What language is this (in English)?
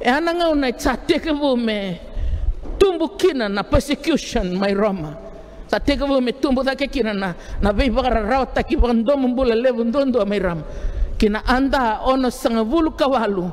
Fijian